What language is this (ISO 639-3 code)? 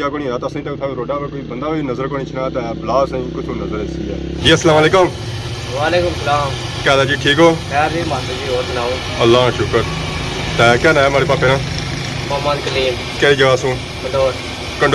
phr